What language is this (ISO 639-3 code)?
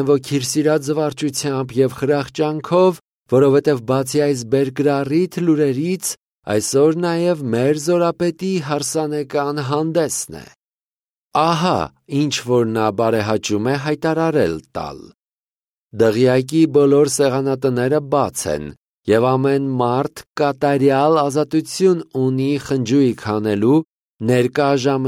hye